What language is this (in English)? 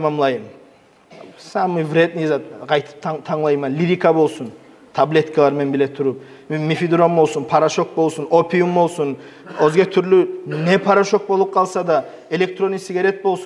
Kumyk